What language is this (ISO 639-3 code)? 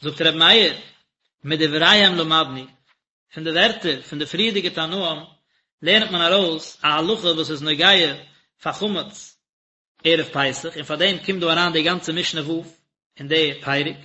yid